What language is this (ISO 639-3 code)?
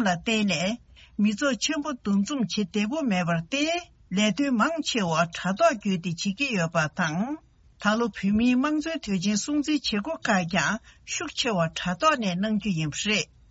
bod